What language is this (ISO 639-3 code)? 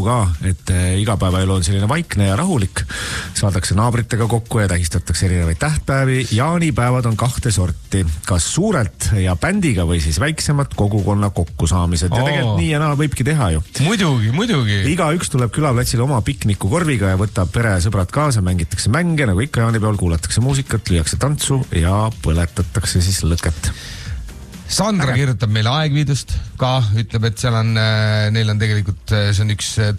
est